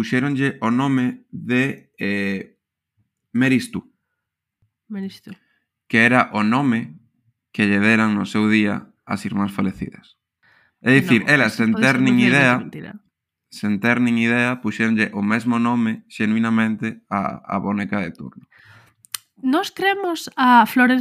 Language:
Galician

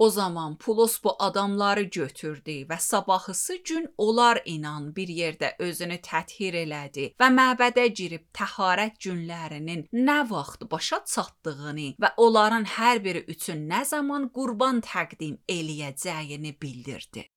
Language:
Azerbaijani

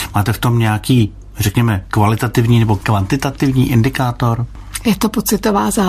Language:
Czech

